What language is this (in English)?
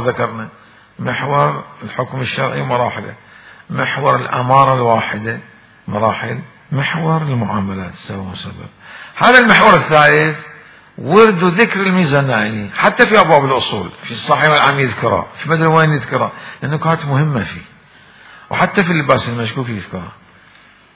Mesopotamian Arabic